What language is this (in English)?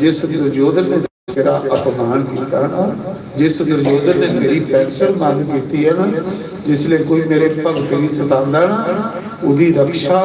Dogri